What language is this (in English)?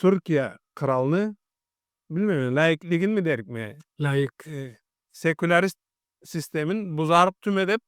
Karachay-Balkar